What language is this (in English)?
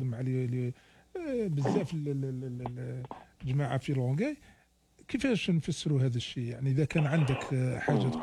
Algerian Arabic